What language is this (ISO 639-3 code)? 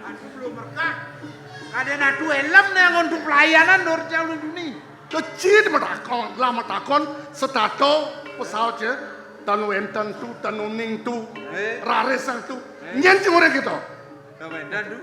ban